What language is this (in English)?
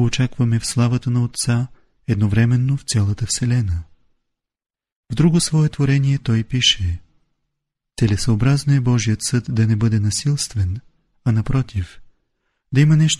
Bulgarian